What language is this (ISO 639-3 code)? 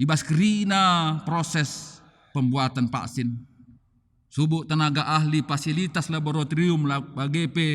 btx